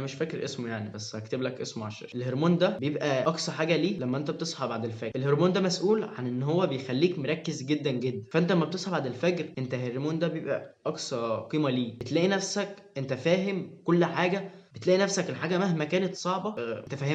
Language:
Egyptian Arabic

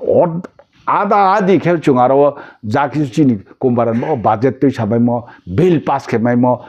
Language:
Riang (India)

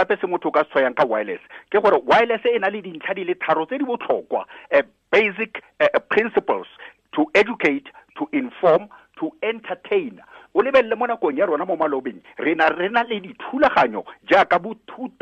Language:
Tswana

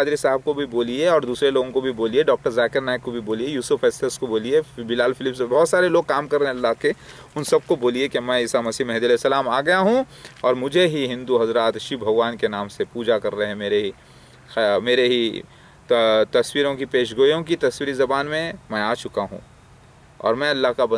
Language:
Hindi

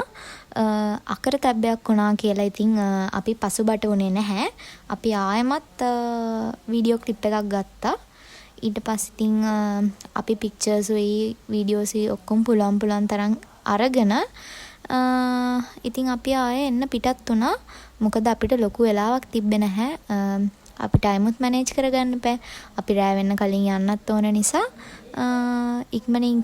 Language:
Sinhala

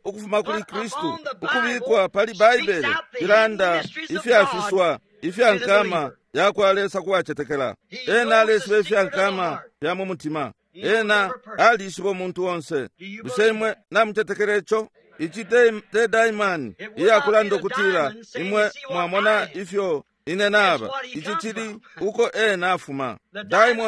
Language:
Bemba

